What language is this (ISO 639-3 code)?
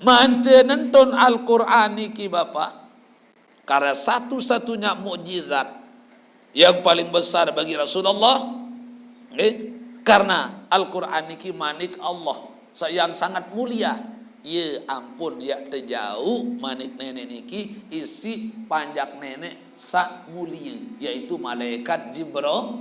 sas